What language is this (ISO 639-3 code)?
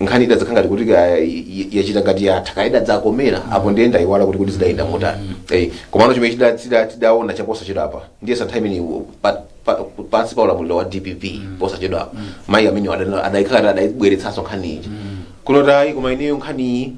nya